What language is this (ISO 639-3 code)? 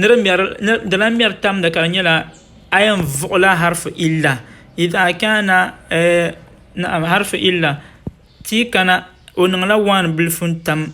dag